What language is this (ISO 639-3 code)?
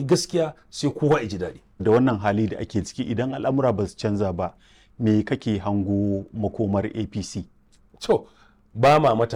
hau